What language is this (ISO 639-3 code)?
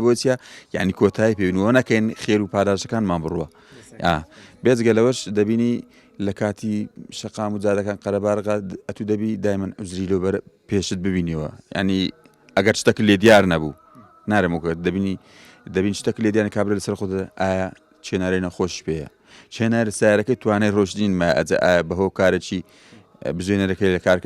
ckb